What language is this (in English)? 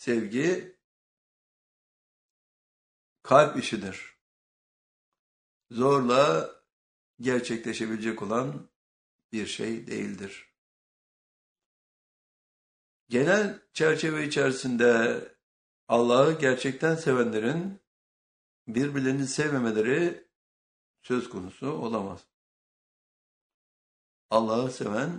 Turkish